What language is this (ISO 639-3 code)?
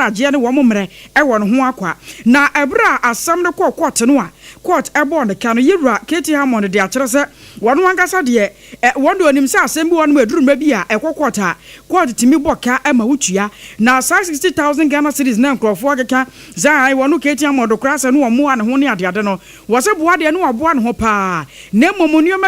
aka